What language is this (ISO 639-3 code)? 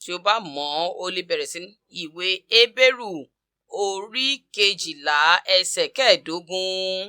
yor